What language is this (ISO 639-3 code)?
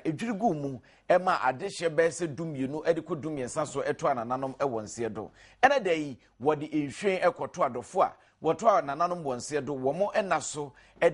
aka